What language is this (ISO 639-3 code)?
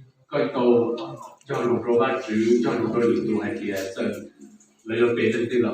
hmn